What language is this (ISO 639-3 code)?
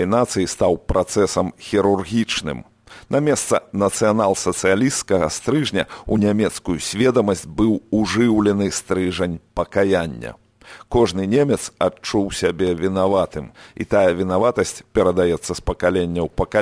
bel